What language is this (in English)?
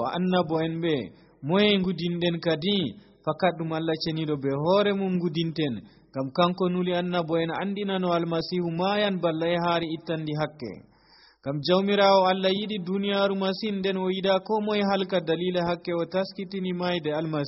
Nigerian Fulfulde